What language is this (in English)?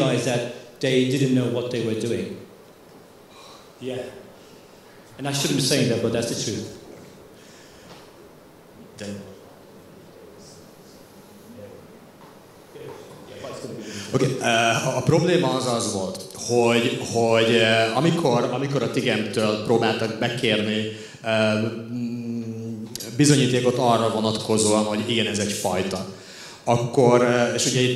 Hungarian